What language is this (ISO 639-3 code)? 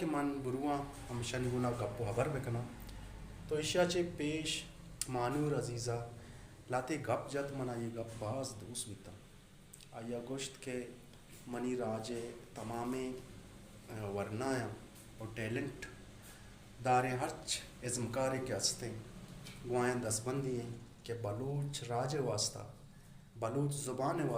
bal